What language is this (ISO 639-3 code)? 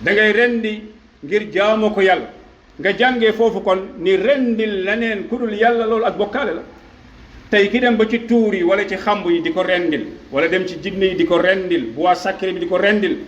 wol